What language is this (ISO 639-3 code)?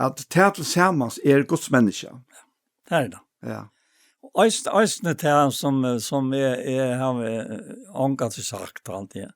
fao